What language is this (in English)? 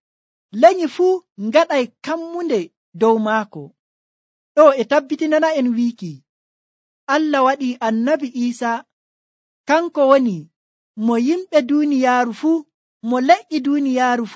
Nigerian Fulfulde